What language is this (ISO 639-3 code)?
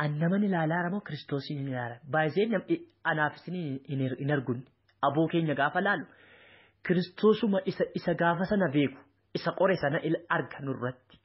orm